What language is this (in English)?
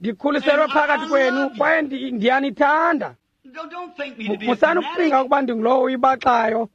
Xhosa